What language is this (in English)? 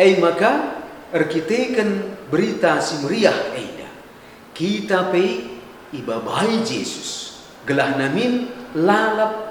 Batak Karo